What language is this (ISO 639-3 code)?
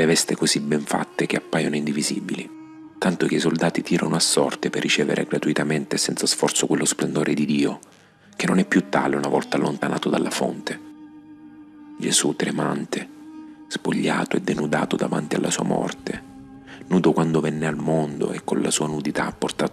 ita